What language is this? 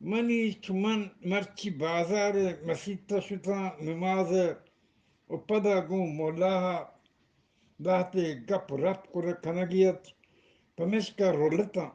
Eastern Balochi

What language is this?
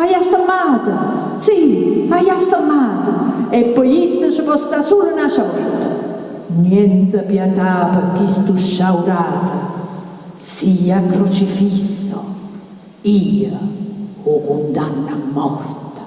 Neapolitan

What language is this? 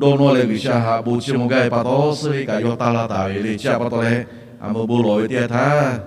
Lahu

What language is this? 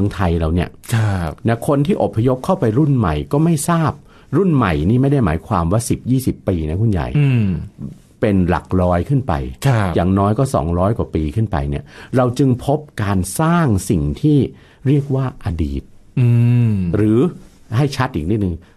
Thai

